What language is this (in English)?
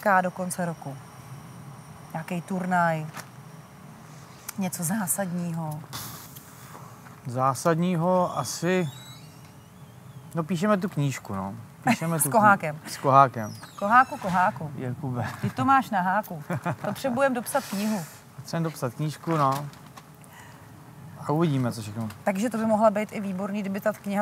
Czech